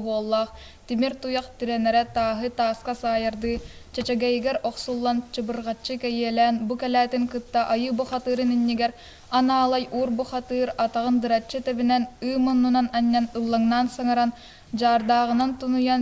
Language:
Yakut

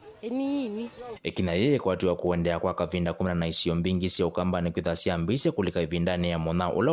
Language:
Kamba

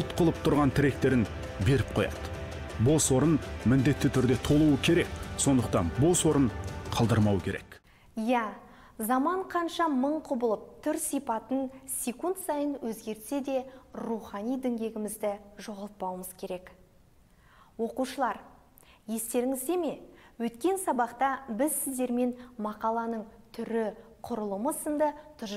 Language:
Kazakh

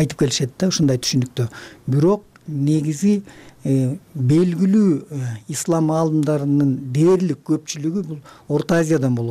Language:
Kyrgyz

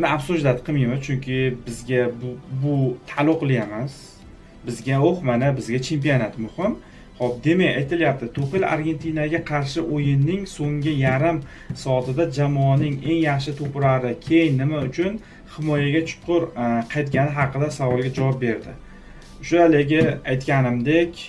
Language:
Uzbek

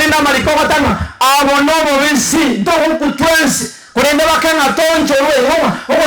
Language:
Gusii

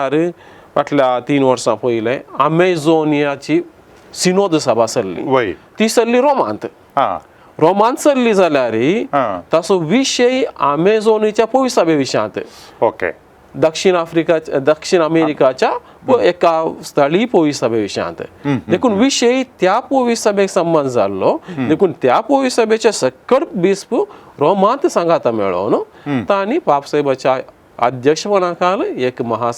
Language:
Konkani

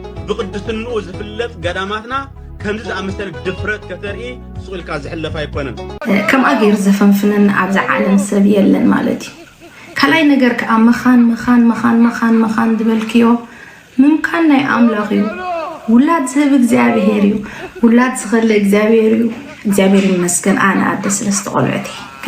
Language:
Tigrinya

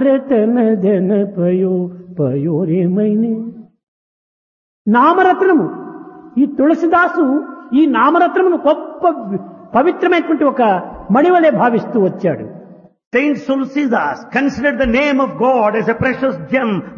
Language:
Telugu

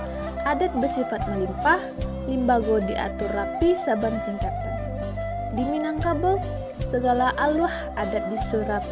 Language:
Minangkabau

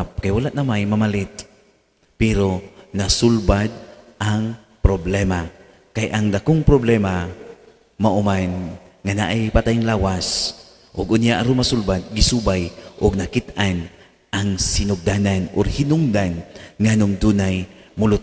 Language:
Cebuano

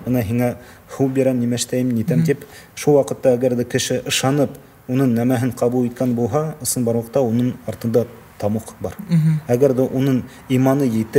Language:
Bashkir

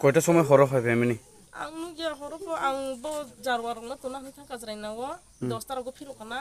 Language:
Kok Borok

